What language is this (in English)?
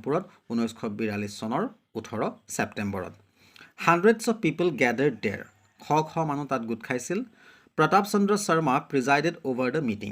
Assamese